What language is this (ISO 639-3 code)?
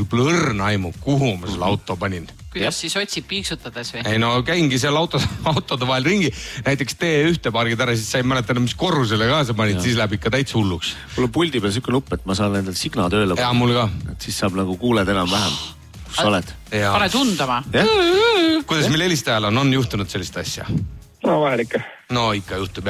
est